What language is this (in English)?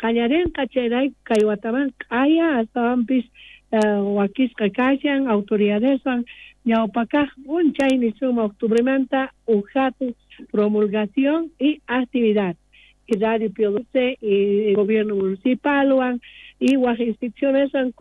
South Bolivian Quechua